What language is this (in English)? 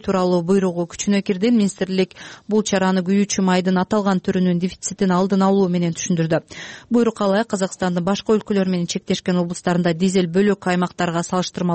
Kyrgyz